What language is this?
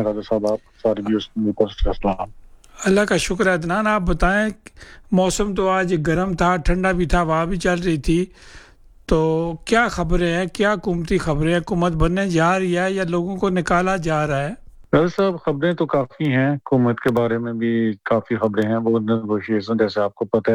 Urdu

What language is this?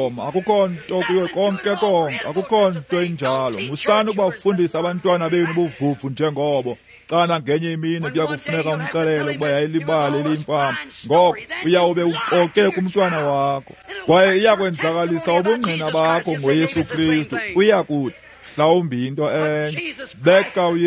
Xhosa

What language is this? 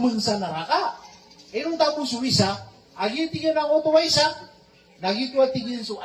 Maranao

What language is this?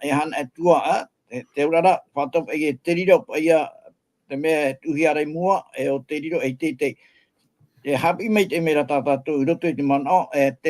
Tahitian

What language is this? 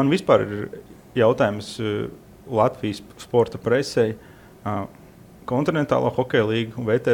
Latvian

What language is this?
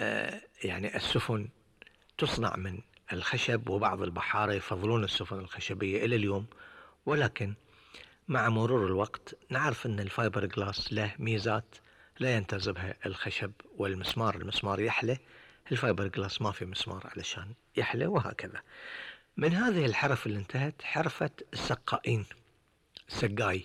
Gulf Arabic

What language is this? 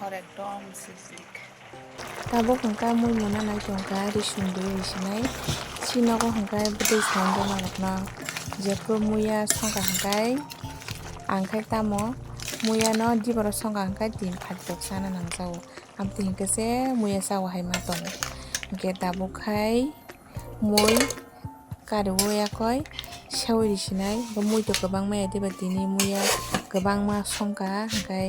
Kok Borok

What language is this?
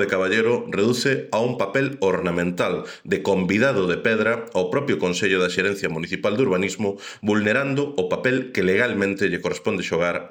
Galician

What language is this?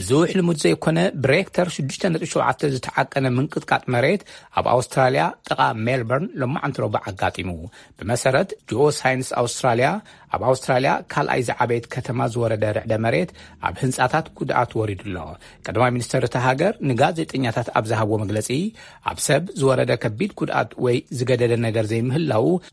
Tigrinya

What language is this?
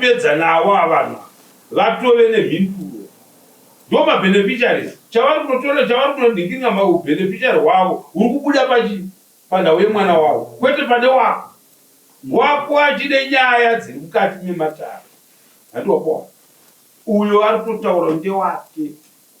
Shona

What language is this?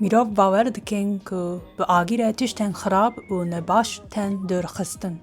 Kurdish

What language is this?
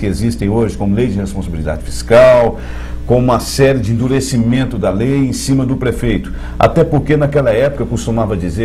Portuguese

